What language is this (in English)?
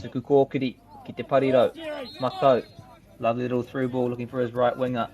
Māori